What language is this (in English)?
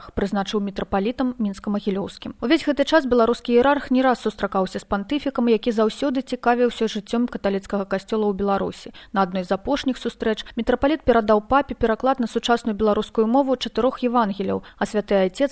Belarusian